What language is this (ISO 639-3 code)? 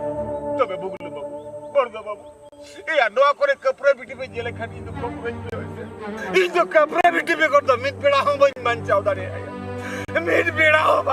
sat